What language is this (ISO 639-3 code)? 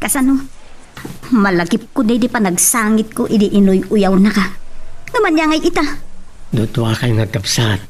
ilo